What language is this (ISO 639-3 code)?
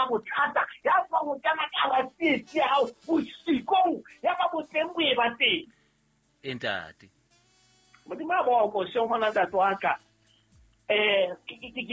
sot